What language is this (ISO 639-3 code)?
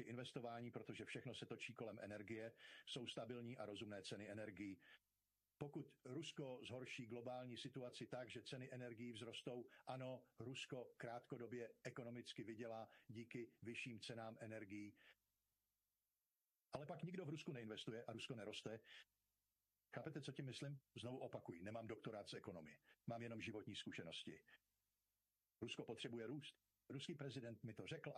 ces